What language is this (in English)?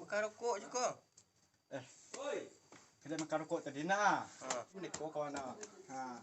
Minangkabau